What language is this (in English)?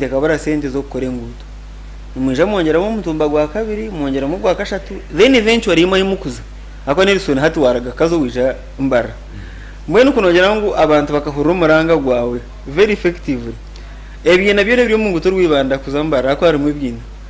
Nyankole